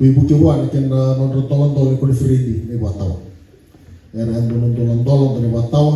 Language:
Fijian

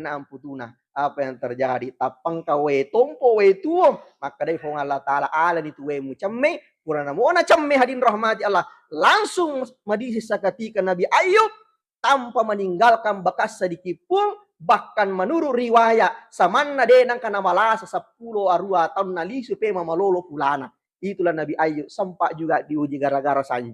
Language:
Buginese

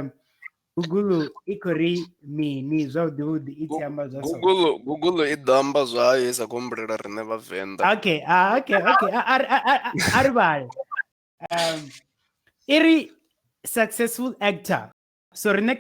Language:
Venda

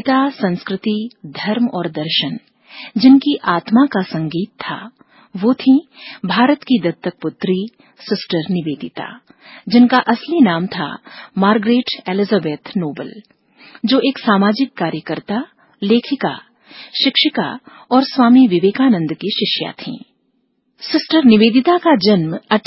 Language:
Hindi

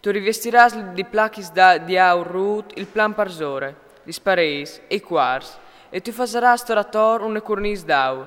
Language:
Friulian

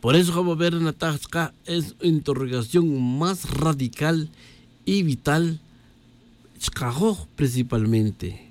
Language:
Tz'utujil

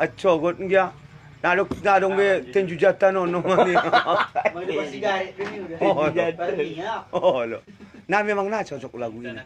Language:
Batak Angkola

